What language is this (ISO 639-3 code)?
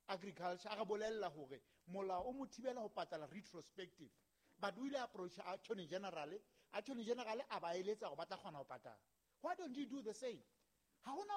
sot